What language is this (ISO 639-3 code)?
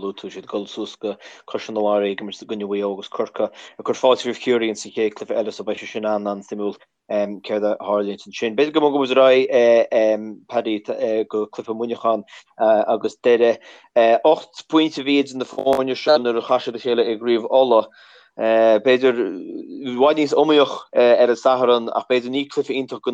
gle